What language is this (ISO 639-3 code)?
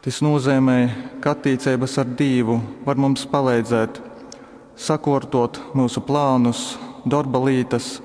ltg